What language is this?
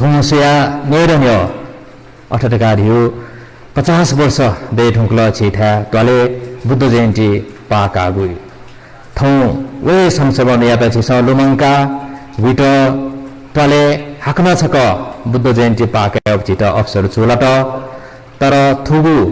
Newari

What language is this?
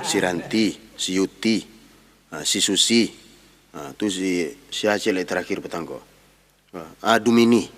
Minangkabau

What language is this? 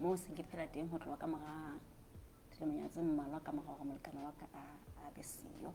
Southern Sotho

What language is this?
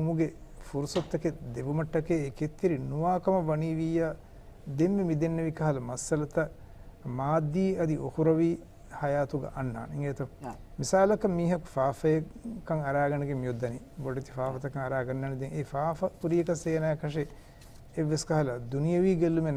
Divehi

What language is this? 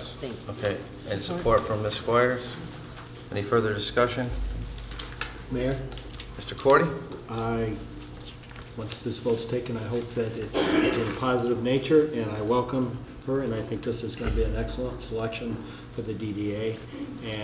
English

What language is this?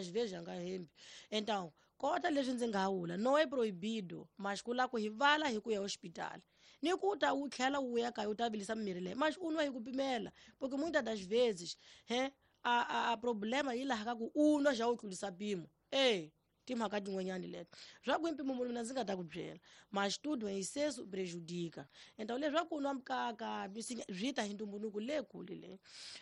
Tsonga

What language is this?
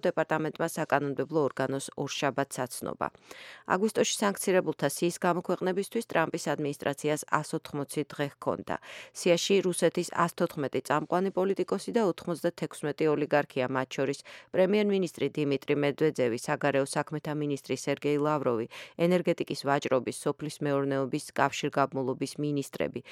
Georgian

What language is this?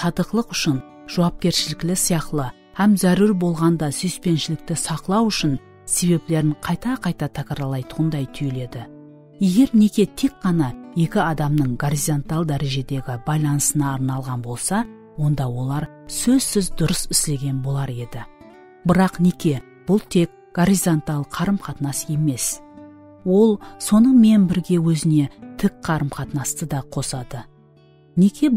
Kara-Kalpak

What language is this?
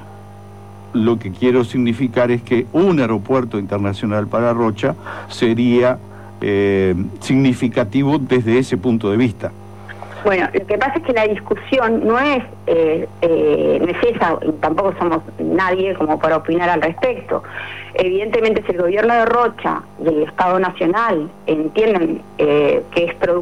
Spanish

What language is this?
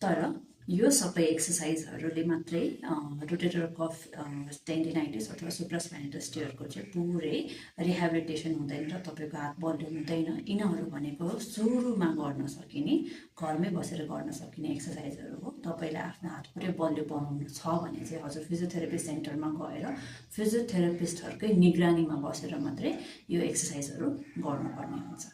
Nepali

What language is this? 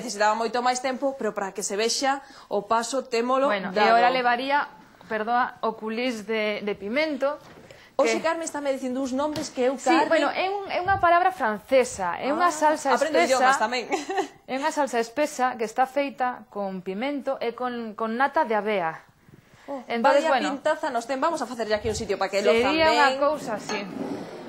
Galician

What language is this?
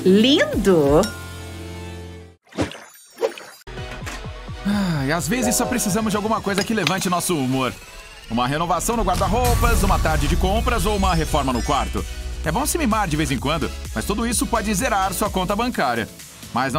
Portuguese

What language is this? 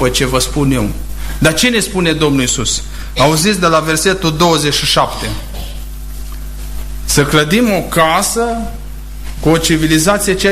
Romanian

